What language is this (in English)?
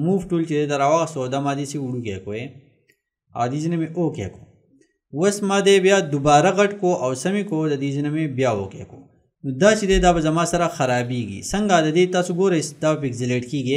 Pashto